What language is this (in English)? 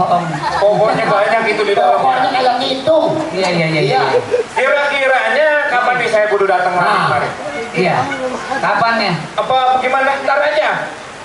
Betawi